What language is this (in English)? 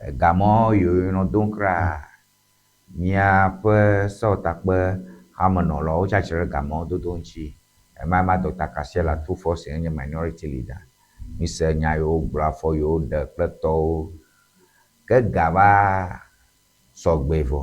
Ewe